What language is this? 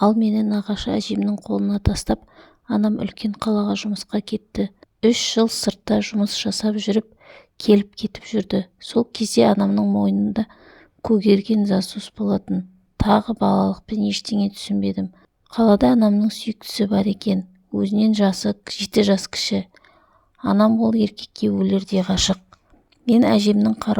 Kazakh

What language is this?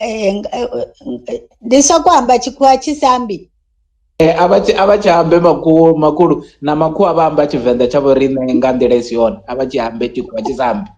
Venda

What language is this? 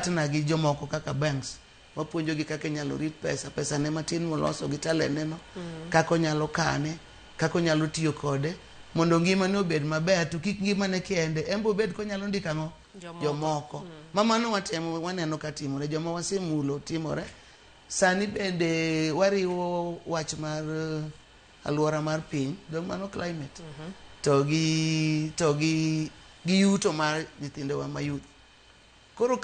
Luo (Kenya and Tanzania)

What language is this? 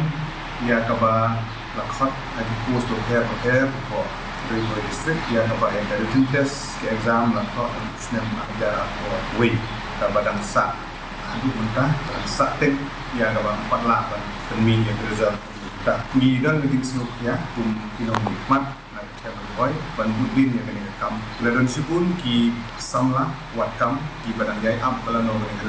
Khasi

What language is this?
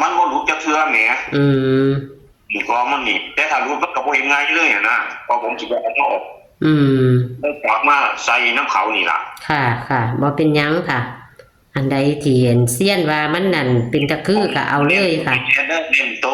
Northeastern Thai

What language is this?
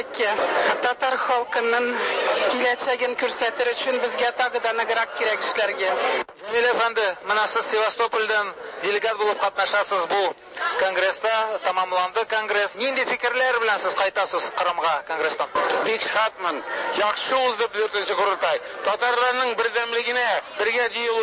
Tatar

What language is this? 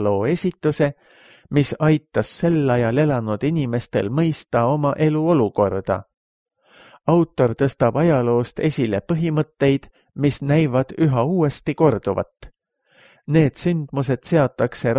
Estonian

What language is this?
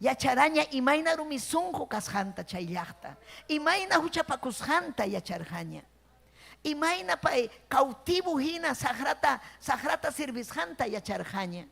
Ayacucho Quechua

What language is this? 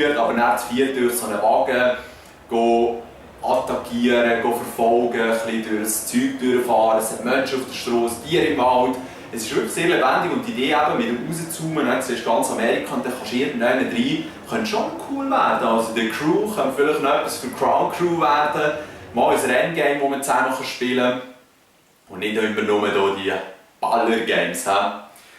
Swiss German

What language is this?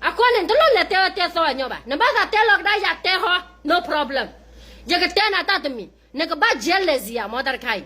S'gaw Karen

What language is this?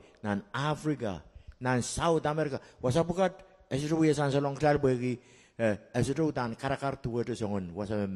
Pohnpeian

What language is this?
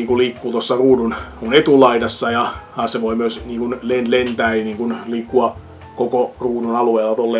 Finnish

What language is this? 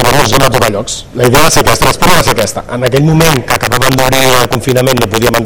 Catalan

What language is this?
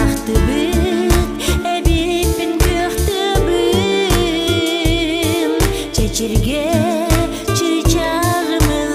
Yakut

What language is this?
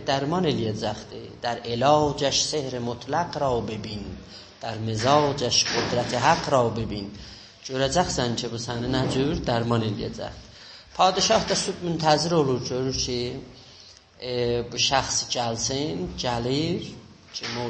South Azerbaijani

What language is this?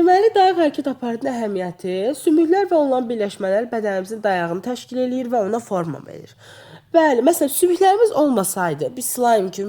Azerbaijani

